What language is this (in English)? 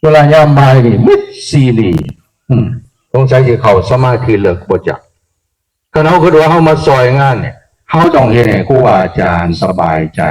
Northeastern Thai